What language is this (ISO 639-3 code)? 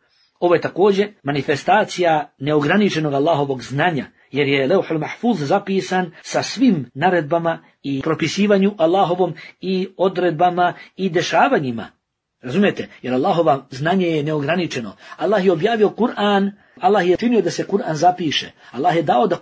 bos